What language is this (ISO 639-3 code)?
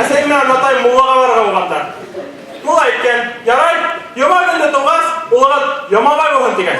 bak